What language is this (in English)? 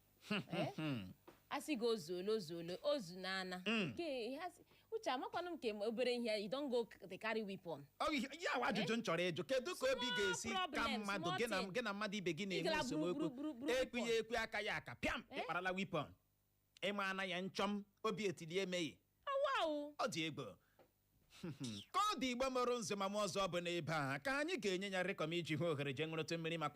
Igbo